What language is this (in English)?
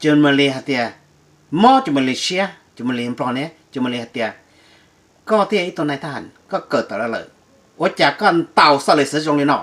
Hmong